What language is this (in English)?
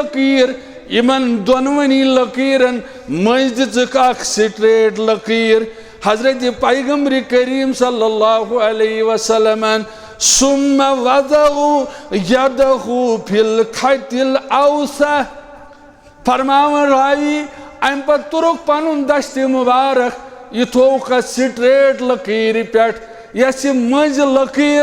Kashmiri